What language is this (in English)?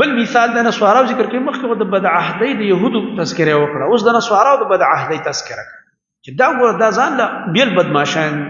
Pashto